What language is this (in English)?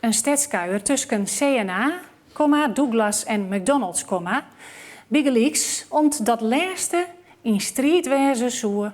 Western Frisian